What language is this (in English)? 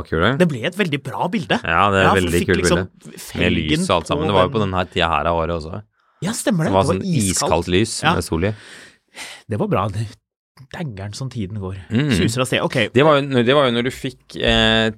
Norwegian